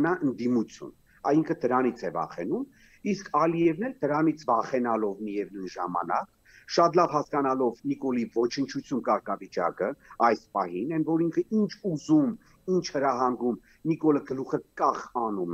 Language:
Armenian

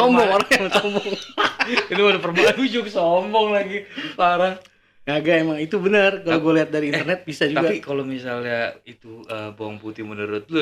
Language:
Betawi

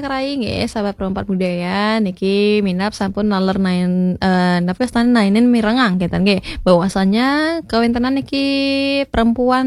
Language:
Balinese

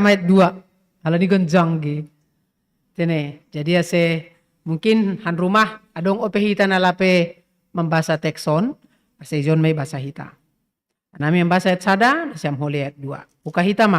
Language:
Batak Simalungun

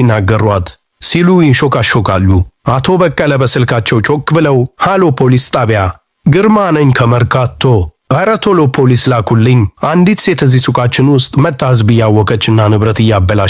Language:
Amharic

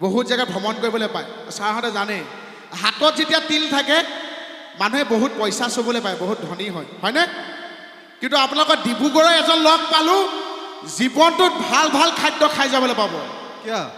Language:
Assamese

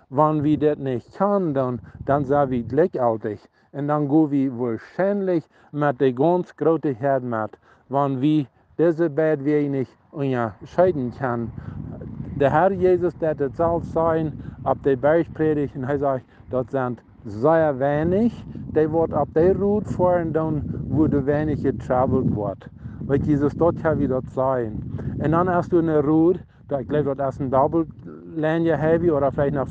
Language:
Plautdietsch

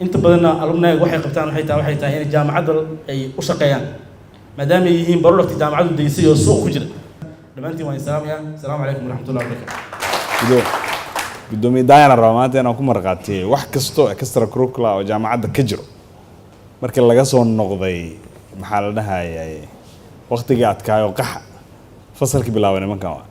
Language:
Somali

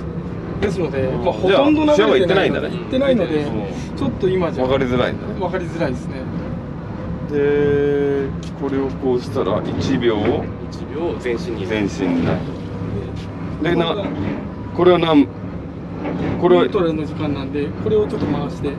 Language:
Japanese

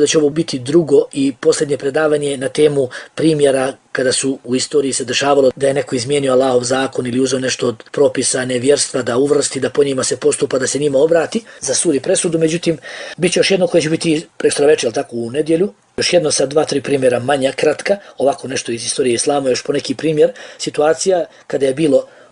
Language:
Bosnian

